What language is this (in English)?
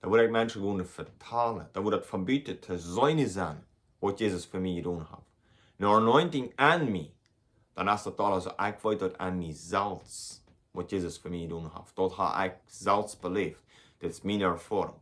Plautdietsch